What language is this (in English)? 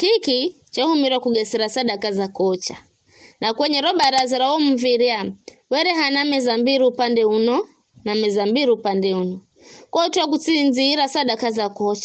Giryama